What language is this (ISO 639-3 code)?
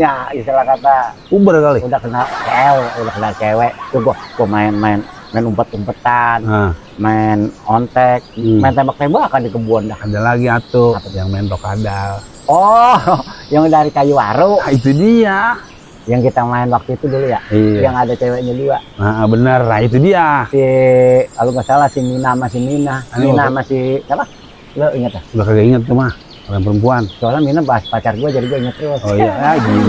bew